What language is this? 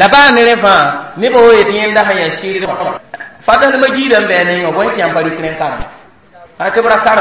Mossi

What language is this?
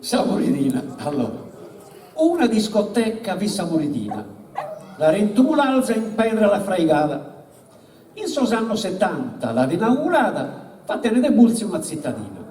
Sardinian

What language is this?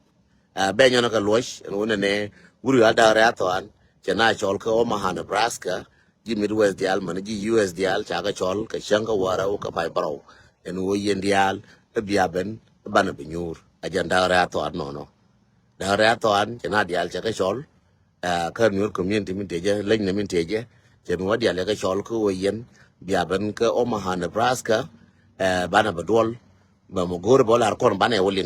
Nuer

